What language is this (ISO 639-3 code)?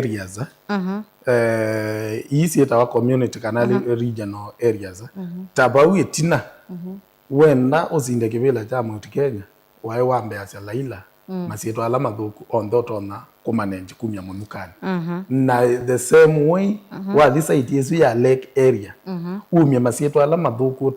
kam